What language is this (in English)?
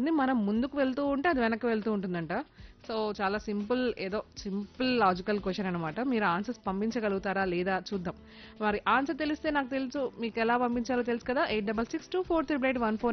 Telugu